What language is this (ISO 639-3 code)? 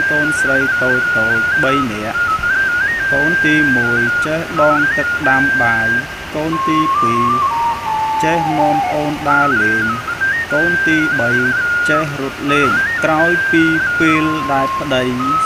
khm